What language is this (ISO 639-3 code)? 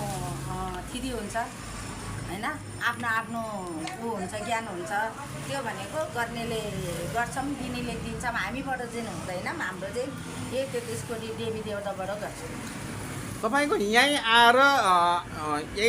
nep